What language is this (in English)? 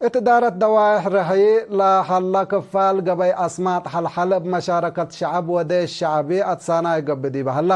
Tigre